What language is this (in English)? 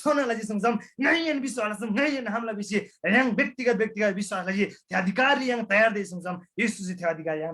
Eastern Tamang